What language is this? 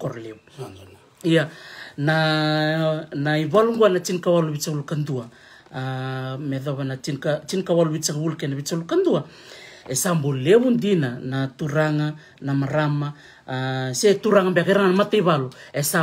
Fijian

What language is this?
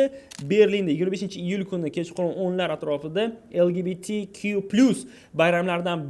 Uzbek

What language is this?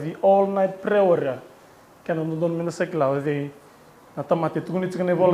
Fijian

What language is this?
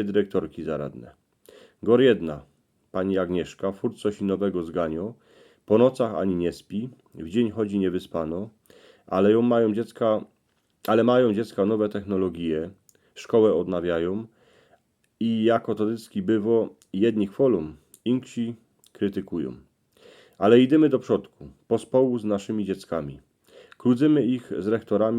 Silesian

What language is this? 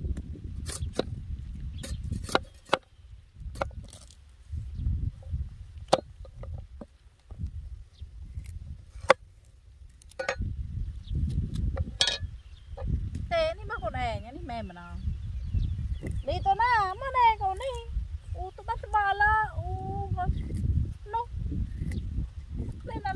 Vietnamese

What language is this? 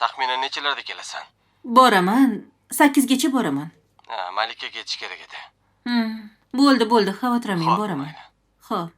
Uzbek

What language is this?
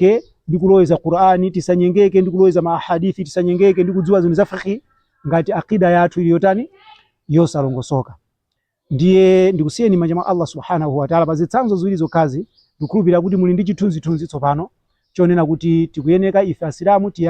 Nyanja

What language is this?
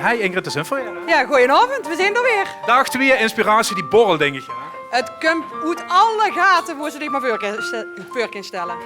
Limburgish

